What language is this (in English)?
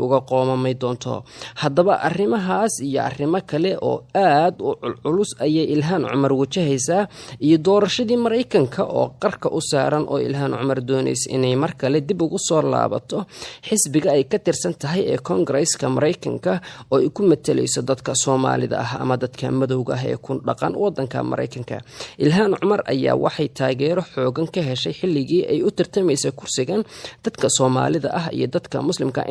Somali